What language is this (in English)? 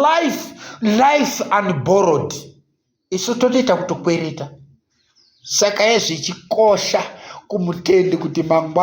Shona